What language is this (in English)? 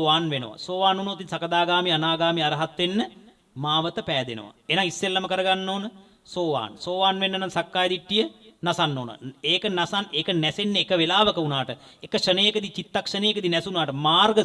Sinhala